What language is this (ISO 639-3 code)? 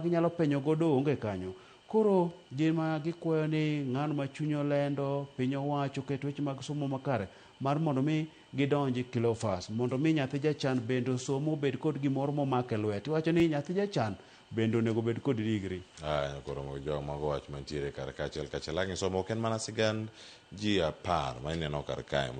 luo